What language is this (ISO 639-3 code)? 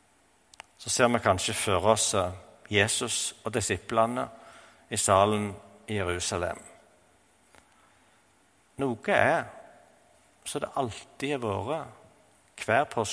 nor